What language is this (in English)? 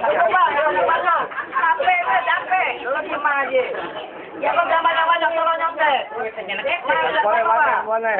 Betawi